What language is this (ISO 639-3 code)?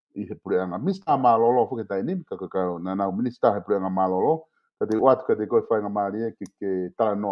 ton